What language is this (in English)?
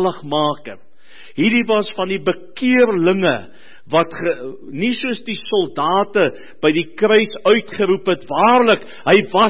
Afrikaans